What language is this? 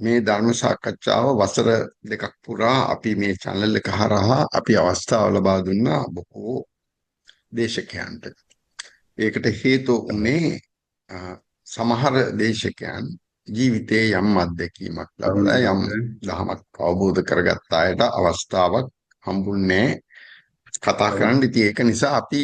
Sinhala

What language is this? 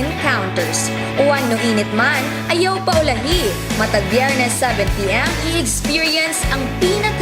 Cebuano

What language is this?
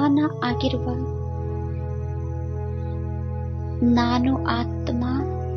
Kannada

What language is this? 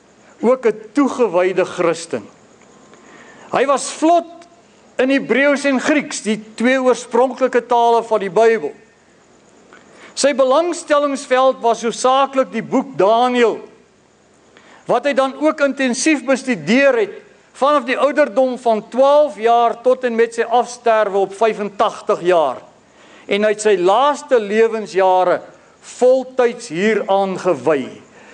Afrikaans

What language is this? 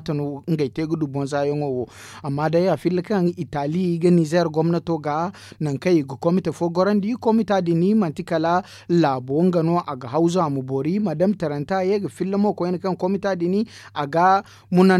Zarma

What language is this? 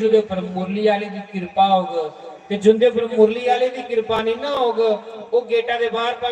Dogri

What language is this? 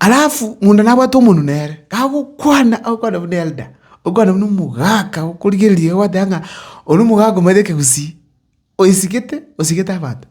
Gusii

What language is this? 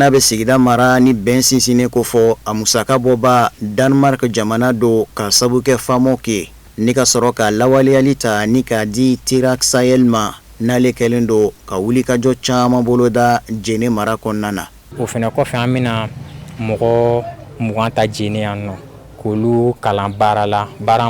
Bambara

